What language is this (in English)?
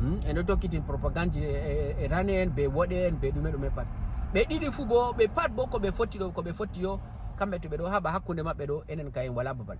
Fula